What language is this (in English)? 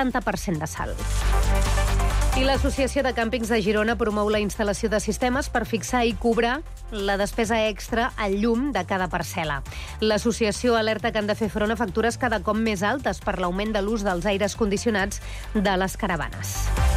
Catalan